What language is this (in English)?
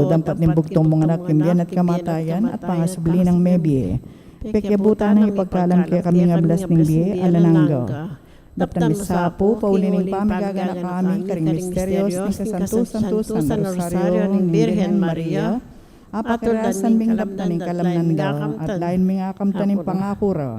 Pampanga